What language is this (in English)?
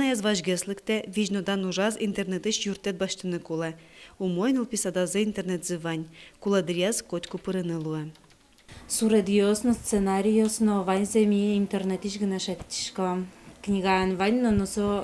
Udmurt